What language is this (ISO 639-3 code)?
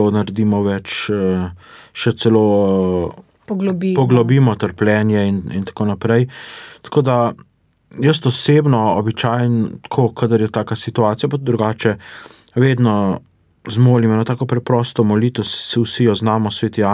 slv